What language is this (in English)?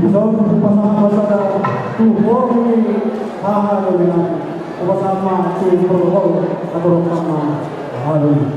Batak Toba